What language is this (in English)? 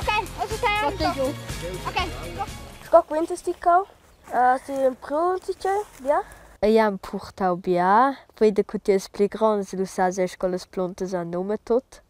Romansh